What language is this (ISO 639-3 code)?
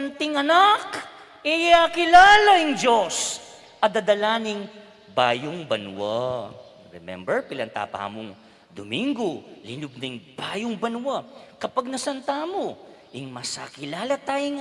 pam